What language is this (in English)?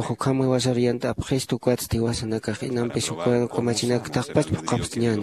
Aymara